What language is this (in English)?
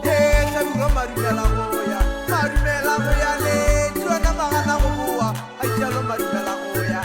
Northern Sotho